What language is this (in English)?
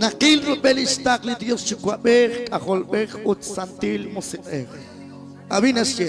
Kekchí